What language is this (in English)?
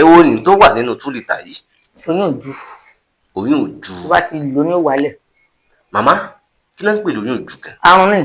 Yoruba